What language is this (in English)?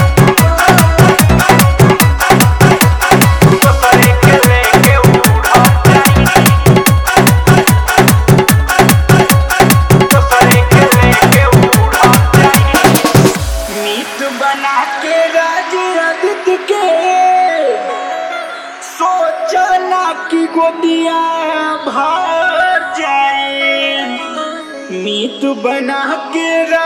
Bhojpuri